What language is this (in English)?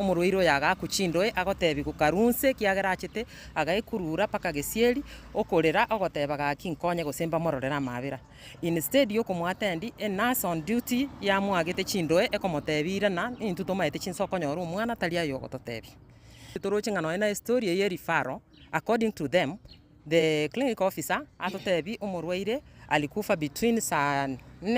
Gusii